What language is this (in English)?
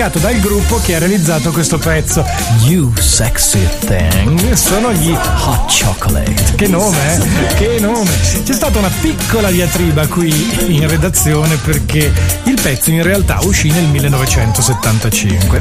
Italian